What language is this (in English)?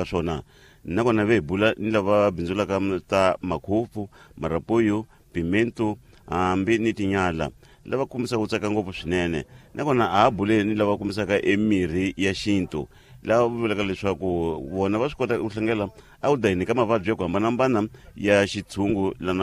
Tsonga